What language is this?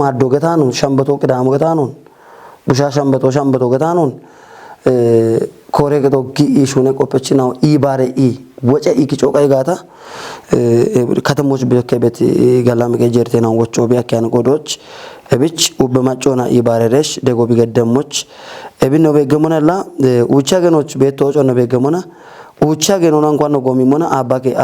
Kafa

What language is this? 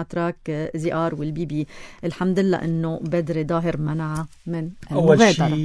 North Levantine Arabic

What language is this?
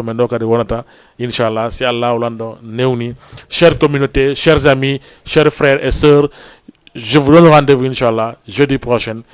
Fula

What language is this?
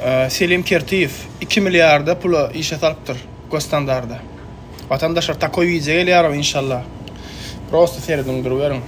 Turkmen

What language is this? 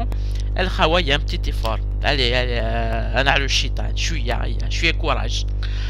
Algerian Arabic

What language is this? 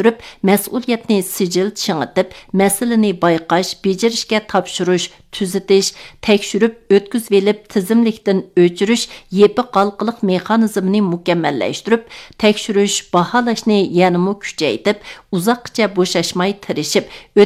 Uyghur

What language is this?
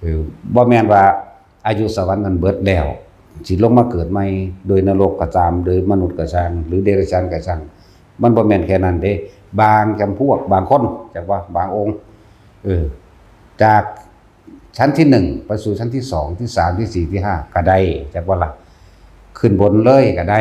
Lao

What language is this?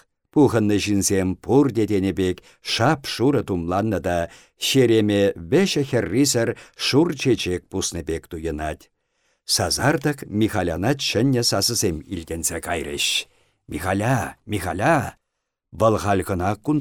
Chuvash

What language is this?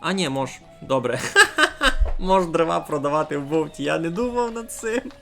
Rusyn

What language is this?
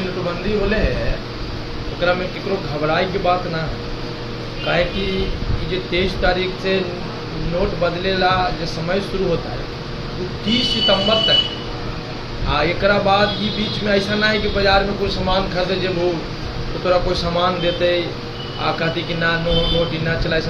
Magahi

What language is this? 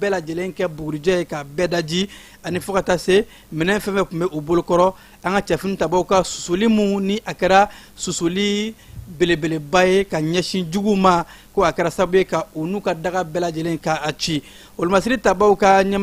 Bambara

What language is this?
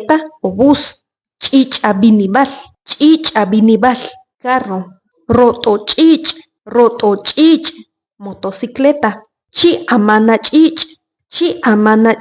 Achi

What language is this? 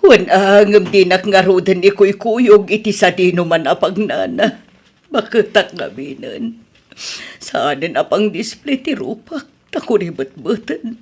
Iloko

